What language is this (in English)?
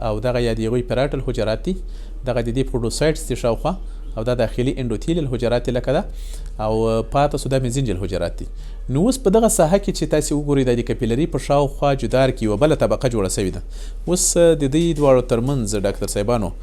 Pashto